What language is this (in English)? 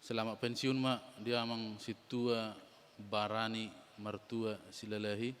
Batak Toba